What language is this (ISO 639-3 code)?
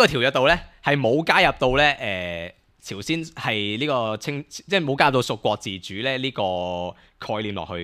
yue